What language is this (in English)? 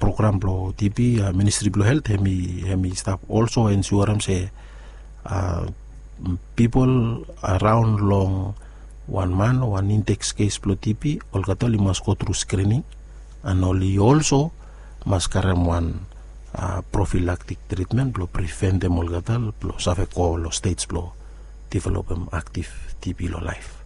Bislama